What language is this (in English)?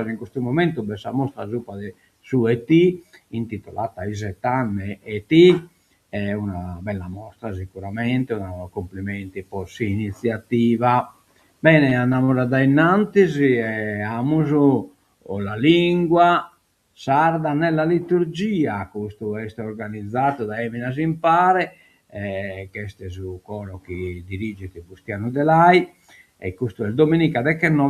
Sardinian